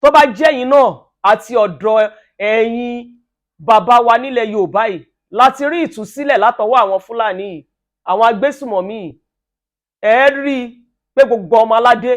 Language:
Yoruba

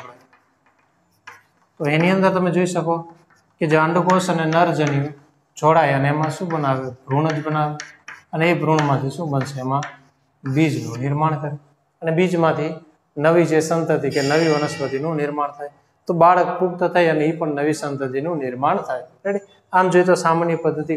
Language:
Gujarati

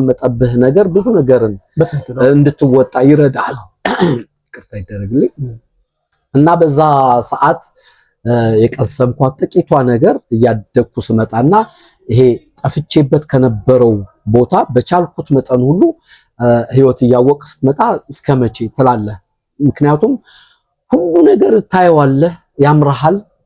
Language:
Amharic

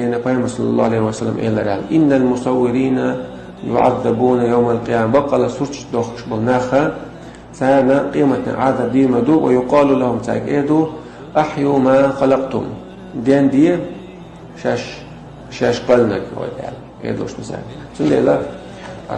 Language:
Chechen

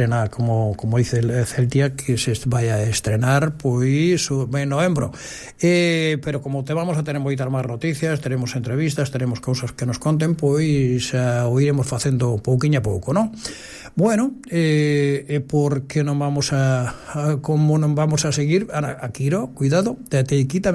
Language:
Galician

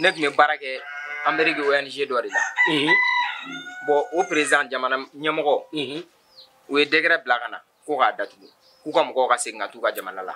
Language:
Bambara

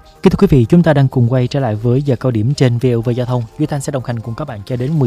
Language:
Vietnamese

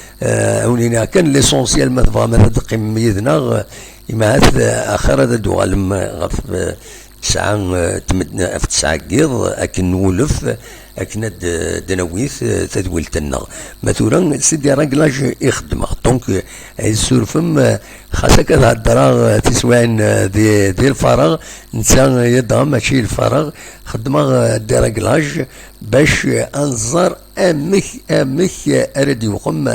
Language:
Kabyle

